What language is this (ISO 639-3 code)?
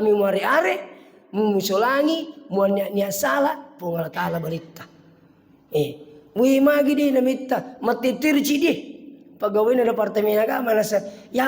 bug